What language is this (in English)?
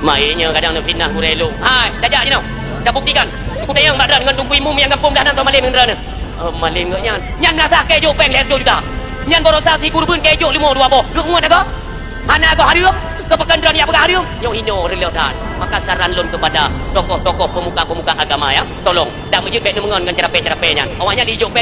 Achinese